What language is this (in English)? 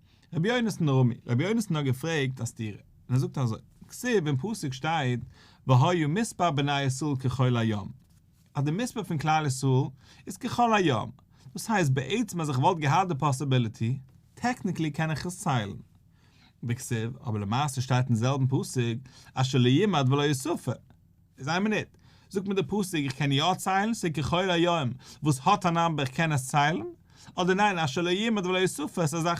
Yiddish